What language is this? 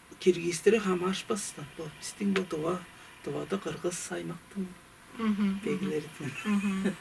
Tuvinian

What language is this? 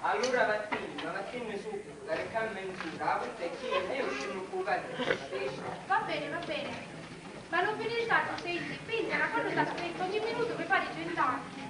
Sicilian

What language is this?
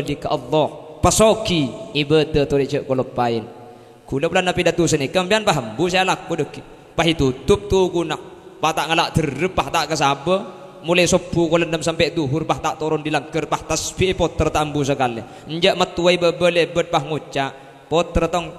Madurese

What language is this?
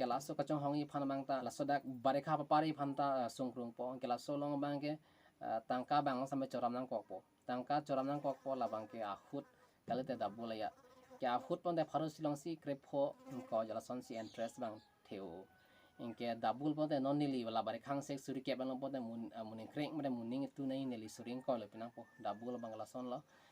Karbi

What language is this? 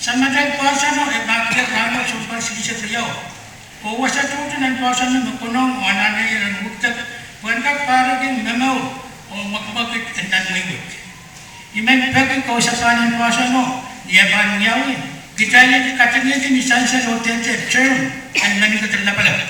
Pohnpeian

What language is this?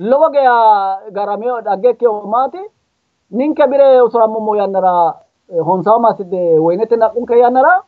Sidamo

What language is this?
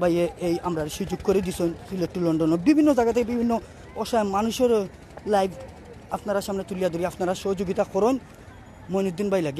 Sylheti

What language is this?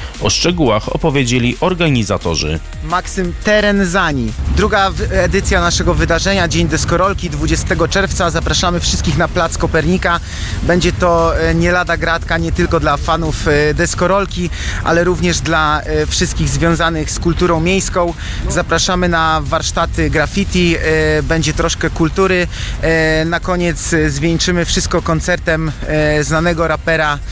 Polish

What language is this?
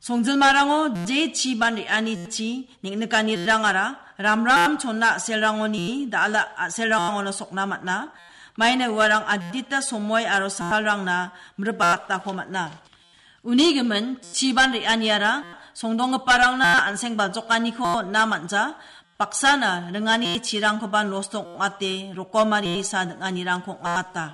Garo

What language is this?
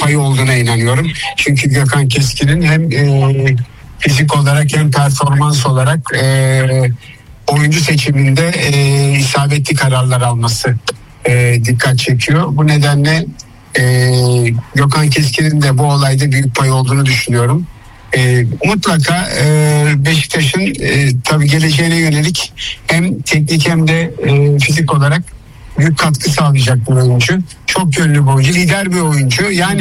Turkish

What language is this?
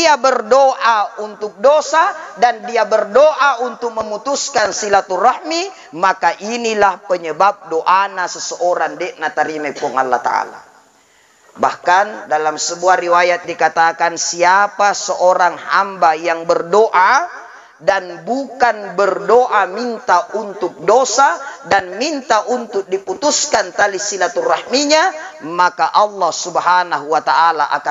Buginese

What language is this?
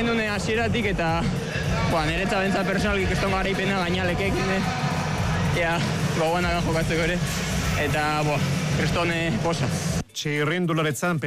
Basque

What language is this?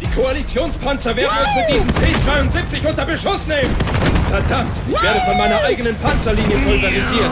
Bavarian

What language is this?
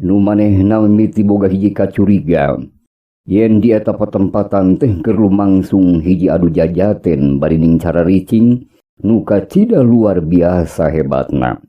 Sundanese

